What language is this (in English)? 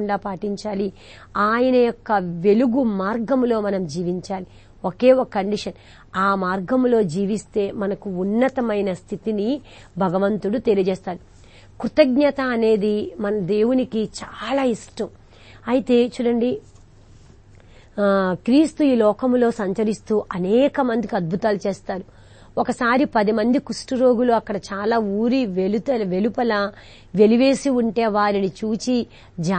Telugu